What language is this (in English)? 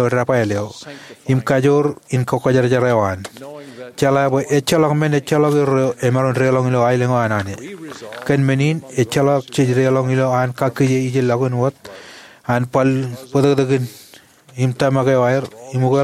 Marshallese